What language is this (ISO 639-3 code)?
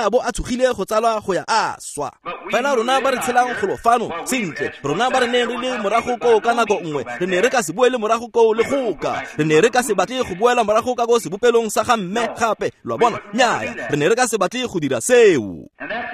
tsn